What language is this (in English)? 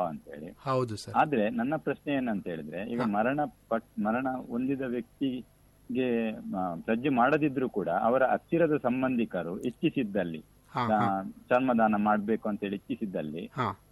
Kannada